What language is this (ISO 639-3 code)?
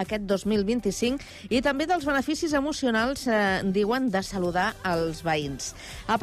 cat